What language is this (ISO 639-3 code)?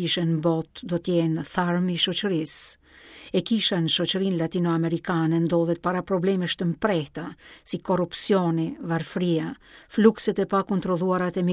sqi